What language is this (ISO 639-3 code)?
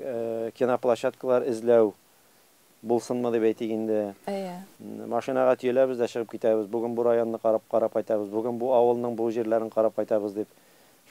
tat